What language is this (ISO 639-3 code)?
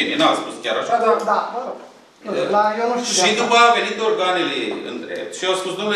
ron